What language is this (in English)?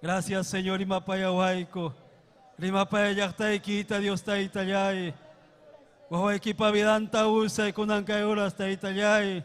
Ayacucho Quechua